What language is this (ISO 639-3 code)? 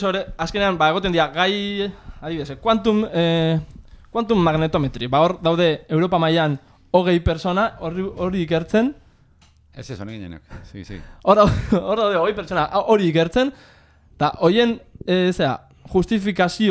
eus